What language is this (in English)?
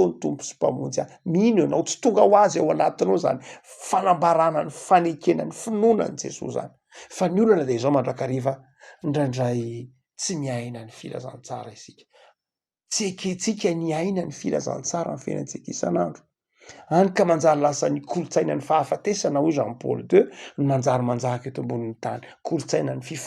Malagasy